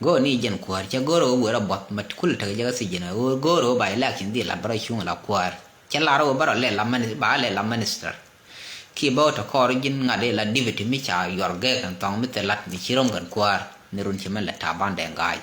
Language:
Nuer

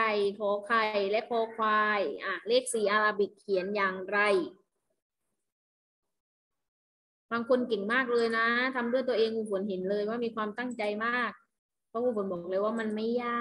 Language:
Thai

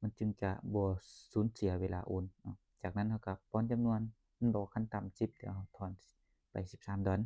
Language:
Lao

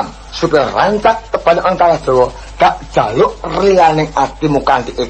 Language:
Javanese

